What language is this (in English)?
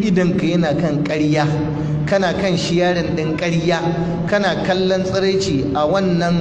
Hausa